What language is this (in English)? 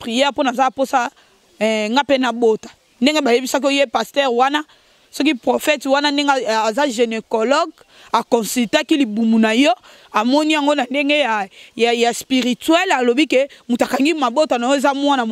Lingala